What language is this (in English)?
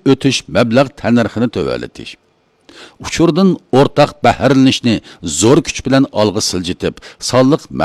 Uyghur